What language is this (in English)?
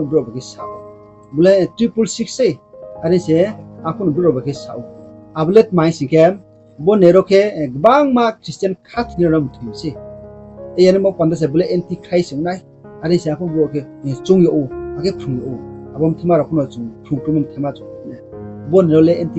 Riang (India)